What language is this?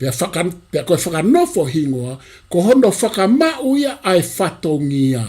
Tongan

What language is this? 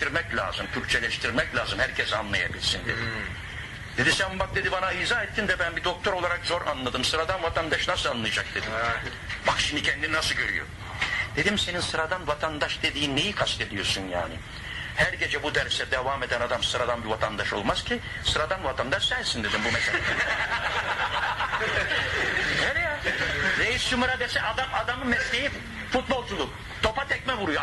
Turkish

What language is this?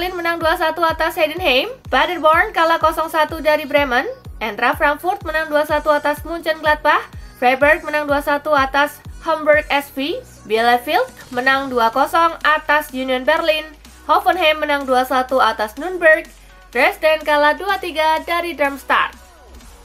Indonesian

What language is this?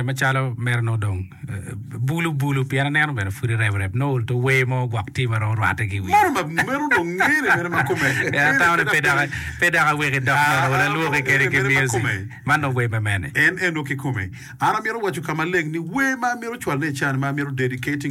Acoli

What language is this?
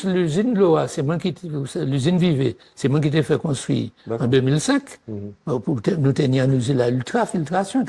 Guadeloupean Creole French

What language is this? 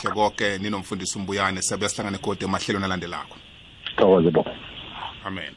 South Ndebele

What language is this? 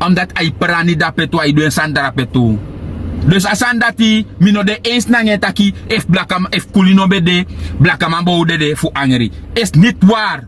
Sranan Tongo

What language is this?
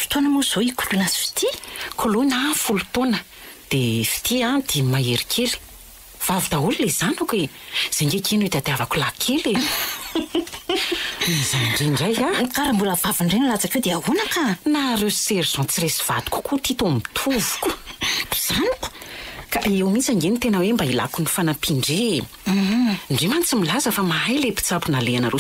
Malagasy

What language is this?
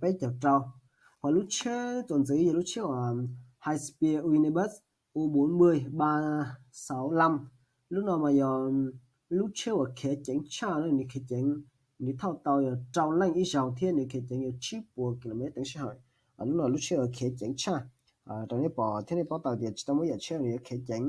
Hmong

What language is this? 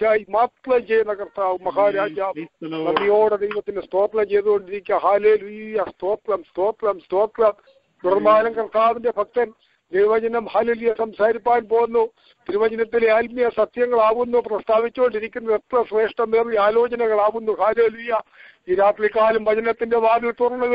Malayalam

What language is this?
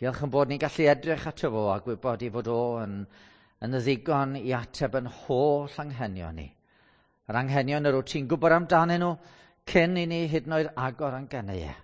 Welsh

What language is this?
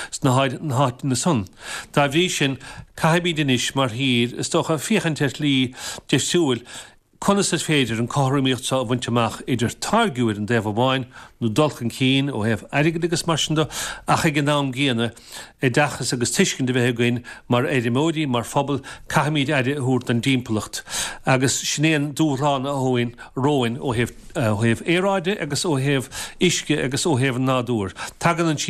Irish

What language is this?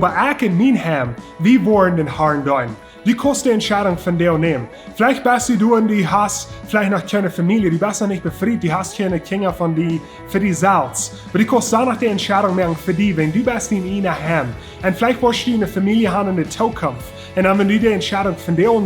Plautdietsch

